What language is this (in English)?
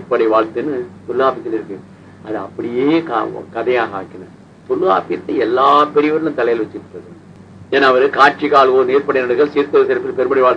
Tamil